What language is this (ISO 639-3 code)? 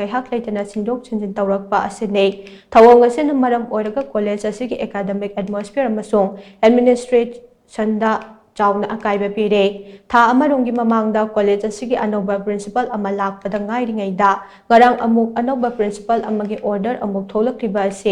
mni